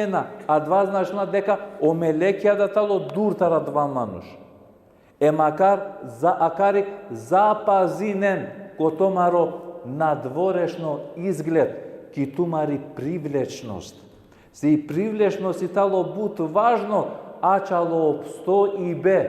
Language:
Balkan Romani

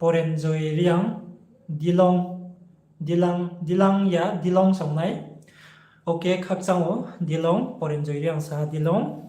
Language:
Riang (India)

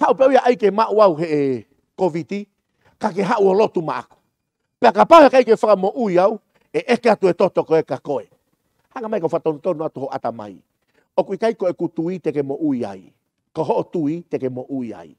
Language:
Tongan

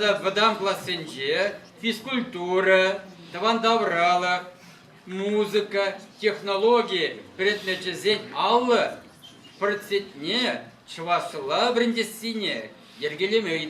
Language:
Chuvash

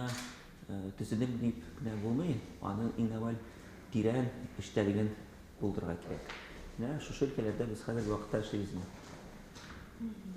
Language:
Tatar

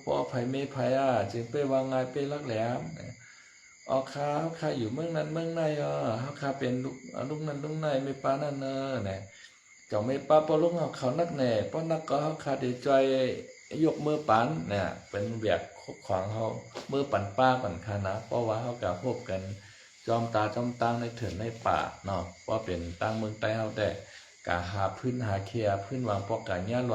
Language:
Shan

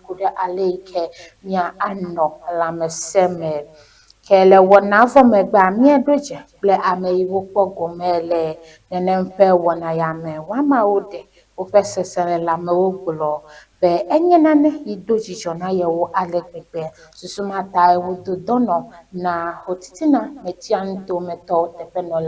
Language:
Ewe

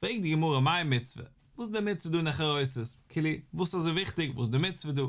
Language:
Yiddish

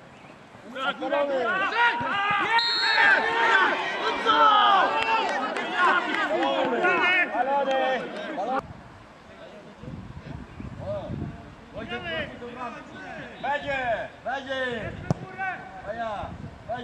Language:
Polish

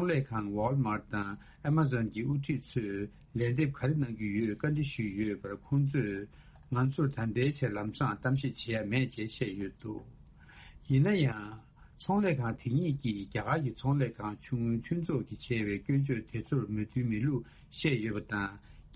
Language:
Tibetan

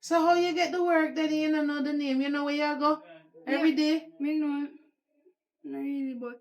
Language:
Jamaican Creole English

